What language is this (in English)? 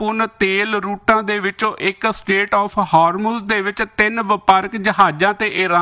Punjabi